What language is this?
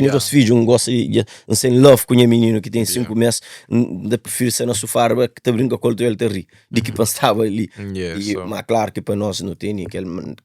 Kabuverdianu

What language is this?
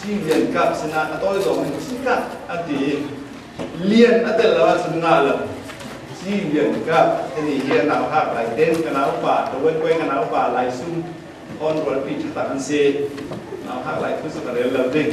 Falam Chin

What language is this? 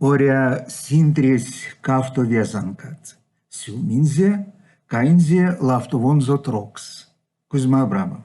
Erzya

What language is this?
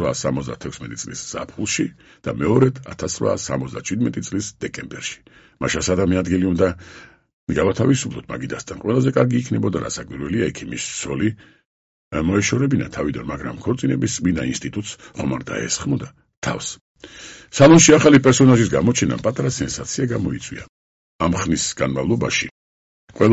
Georgian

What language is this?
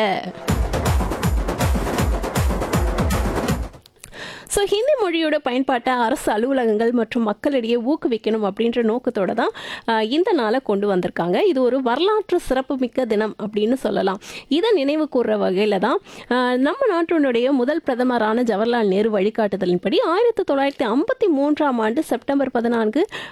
Tamil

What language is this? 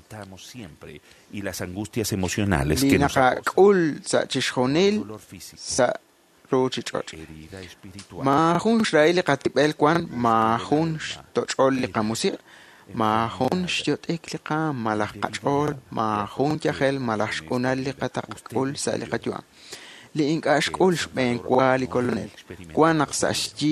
Kekchí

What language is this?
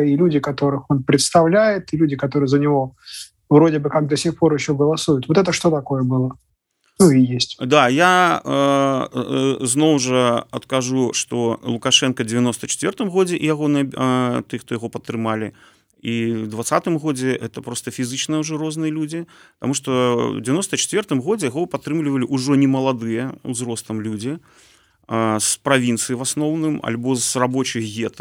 Belarusian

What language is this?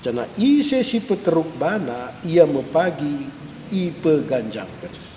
Batak Karo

